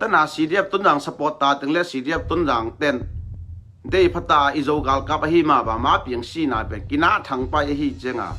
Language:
Tedim Chin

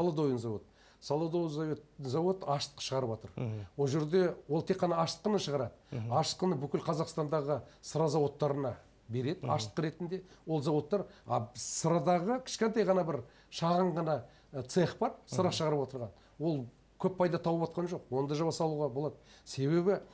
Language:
Kazakh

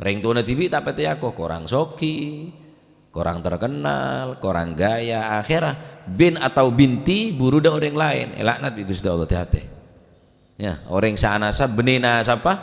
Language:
Madurese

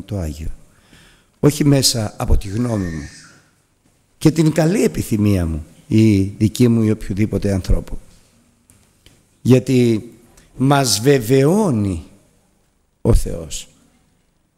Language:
Greek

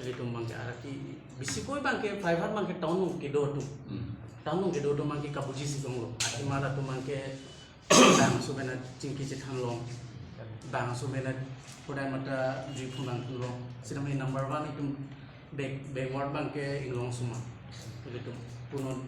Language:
Karbi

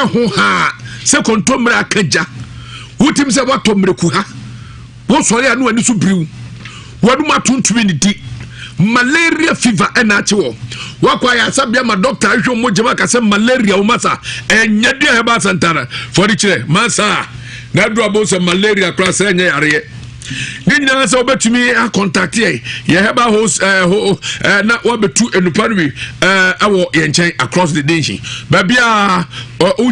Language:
Akan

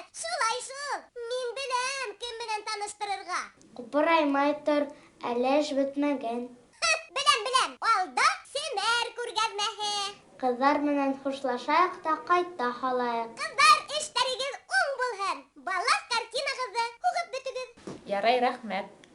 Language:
Bashkir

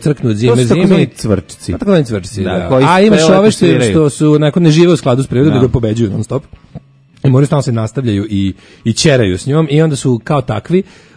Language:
Serbian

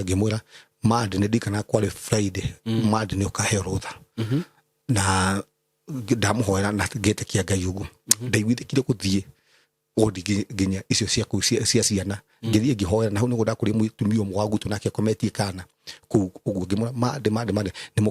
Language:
Kikuyu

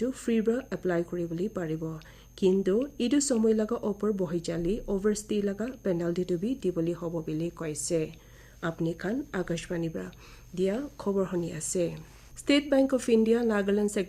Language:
Naga Pidgin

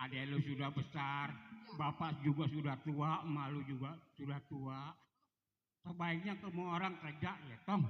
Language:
Betawi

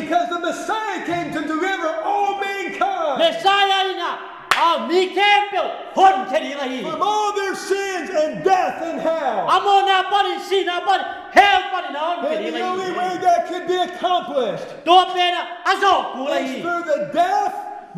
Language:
Tedim Chin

